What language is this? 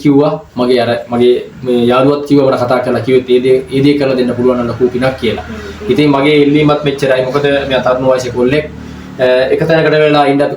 Sinhala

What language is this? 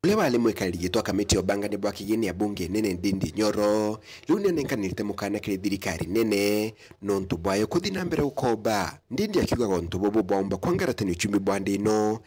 Meru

